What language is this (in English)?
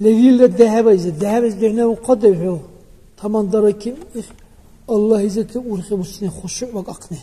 Dargwa